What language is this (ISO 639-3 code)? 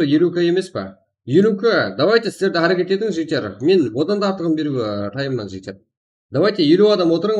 kaa